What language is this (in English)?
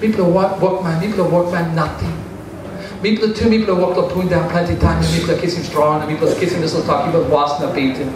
Tok Pisin